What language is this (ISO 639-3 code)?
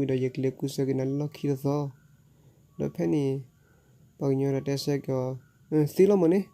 ksw